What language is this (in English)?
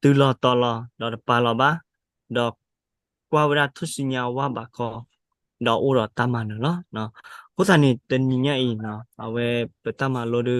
S'gaw Karen